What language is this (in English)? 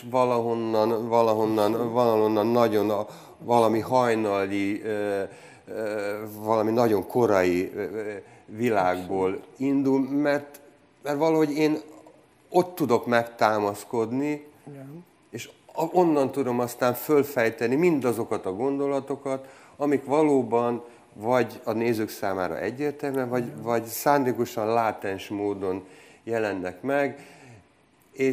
Hungarian